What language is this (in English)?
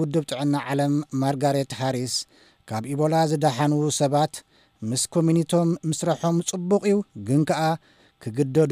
Tigrinya